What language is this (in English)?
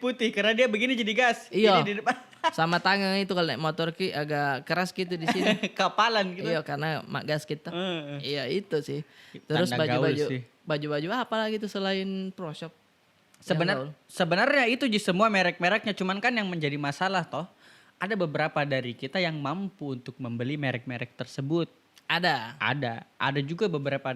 Makassar Malay